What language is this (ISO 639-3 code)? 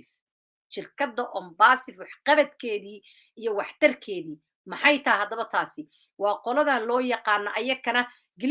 som